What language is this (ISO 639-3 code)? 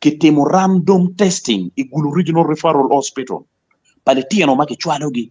ach